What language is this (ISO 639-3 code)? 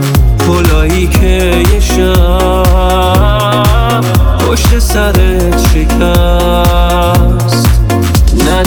fas